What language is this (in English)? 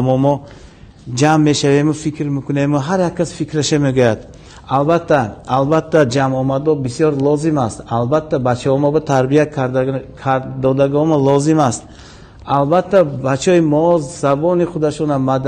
Tajik